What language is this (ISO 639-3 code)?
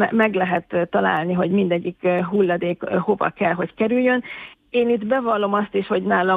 hun